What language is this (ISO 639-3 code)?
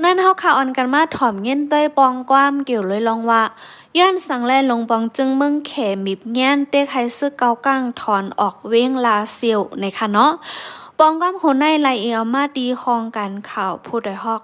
shn